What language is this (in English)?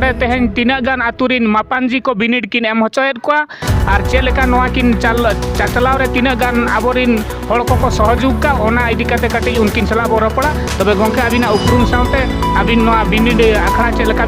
Santali